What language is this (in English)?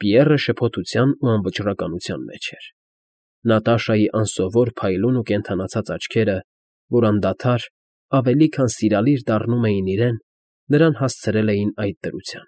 Armenian